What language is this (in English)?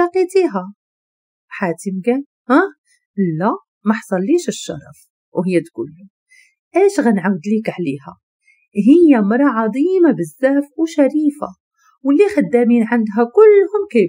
Moroccan Arabic